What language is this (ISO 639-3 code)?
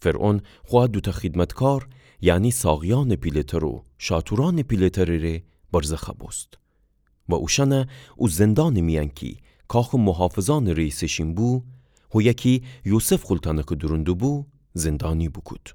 glk